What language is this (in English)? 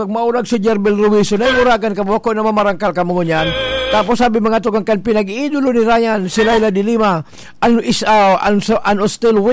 Bikol